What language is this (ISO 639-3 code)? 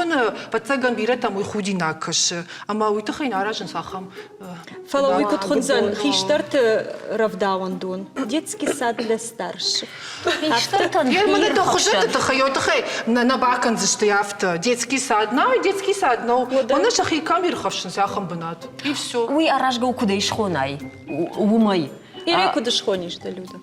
oss